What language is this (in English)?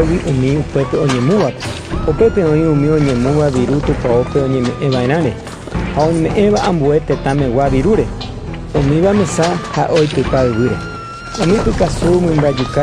Guarani